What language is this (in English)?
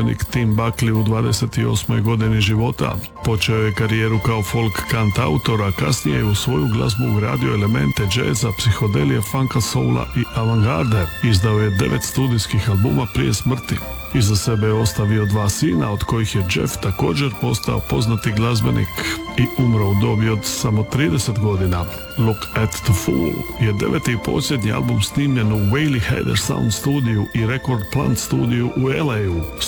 Croatian